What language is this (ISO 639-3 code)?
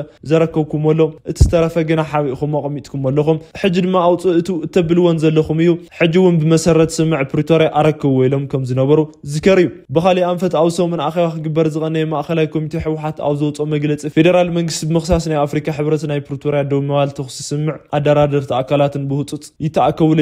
tir